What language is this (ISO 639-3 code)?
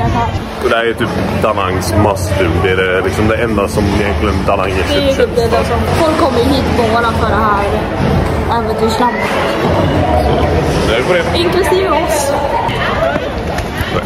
swe